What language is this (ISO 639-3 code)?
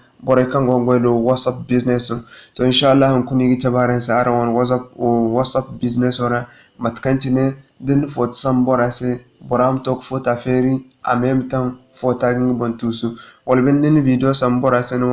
dje